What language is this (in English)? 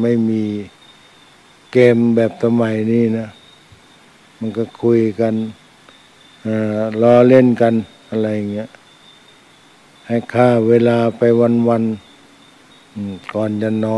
Thai